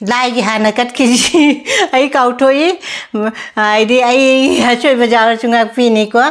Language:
Manipuri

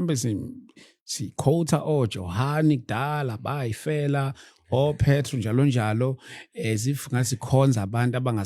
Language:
Zulu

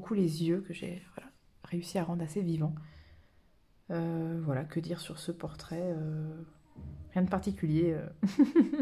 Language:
French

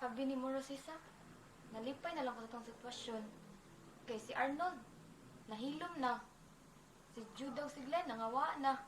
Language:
Cebuano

